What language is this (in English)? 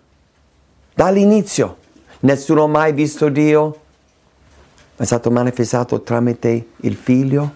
Italian